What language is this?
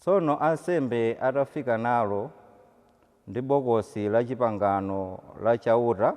Nyanja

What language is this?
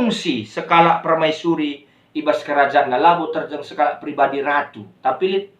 Batak Karo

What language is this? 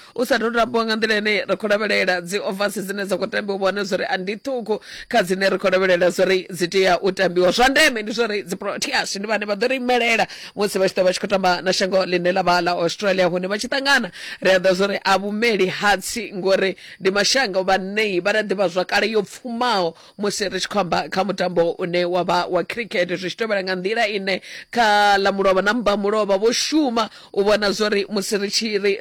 Venda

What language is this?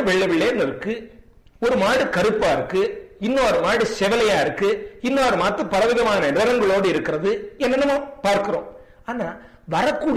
Tamil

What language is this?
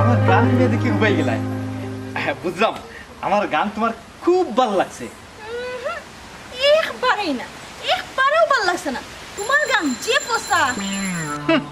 Sylheti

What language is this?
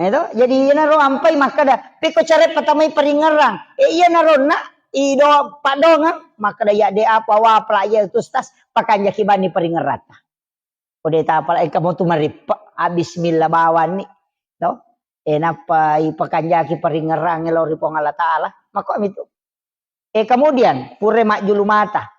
Buginese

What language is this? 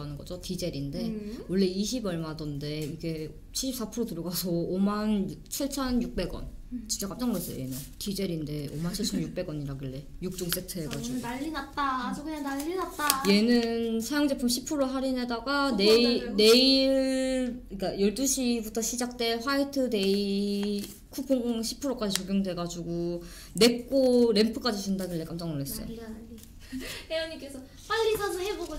Korean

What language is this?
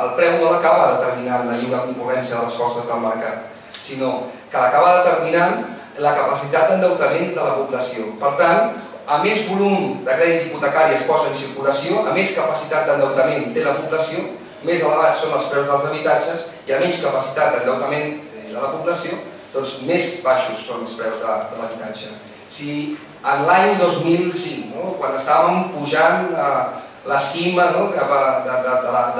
Catalan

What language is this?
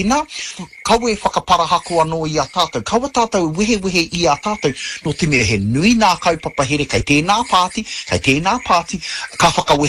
Māori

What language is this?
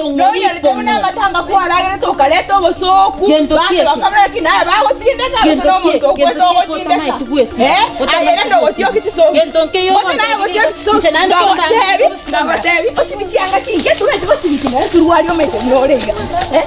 Gusii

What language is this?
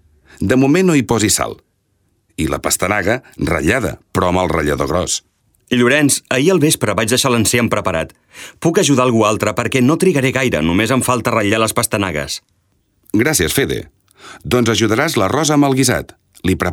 Catalan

